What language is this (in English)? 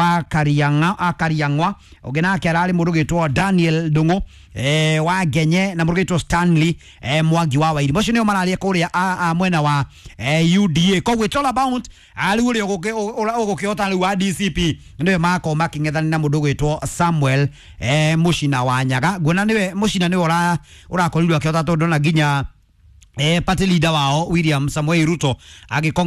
Kikuyu